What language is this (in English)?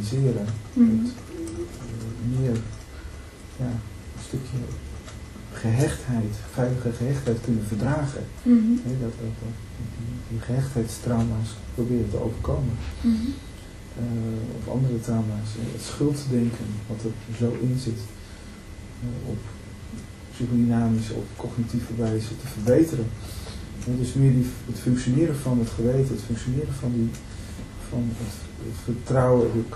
Dutch